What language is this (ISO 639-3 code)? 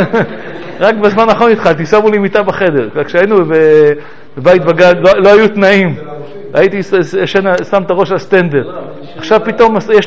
heb